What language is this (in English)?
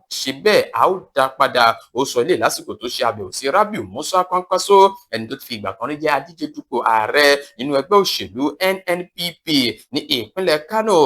Yoruba